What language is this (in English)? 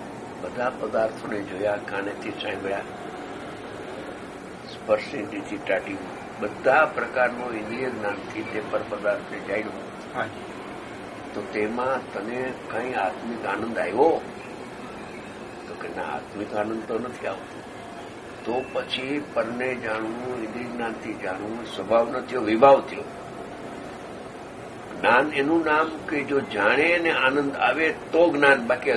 Gujarati